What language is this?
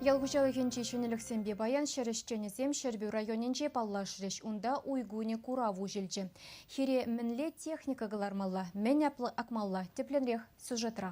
Chuvash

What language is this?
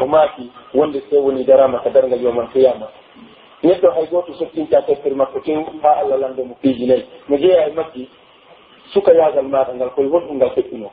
Pular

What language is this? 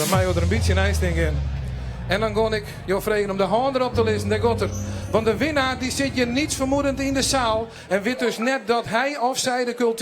Western Frisian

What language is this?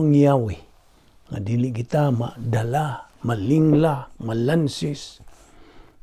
Cebuano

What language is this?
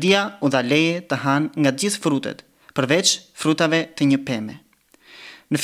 Albanian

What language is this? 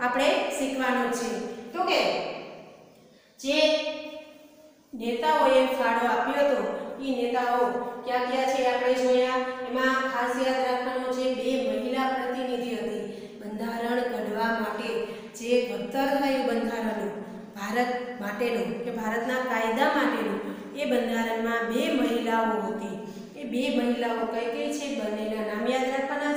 Gujarati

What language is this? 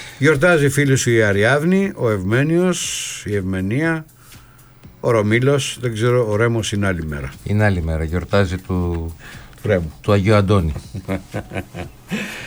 Greek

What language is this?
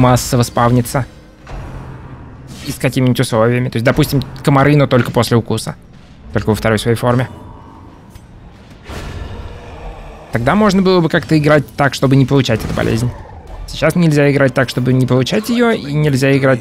Russian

